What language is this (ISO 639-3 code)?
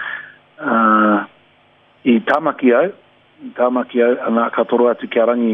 mri